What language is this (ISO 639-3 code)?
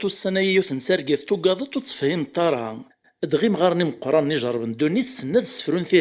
kab